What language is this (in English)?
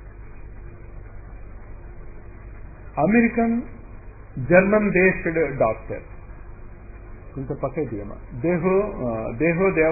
Telugu